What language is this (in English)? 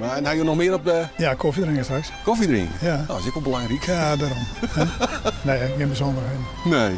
Western Frisian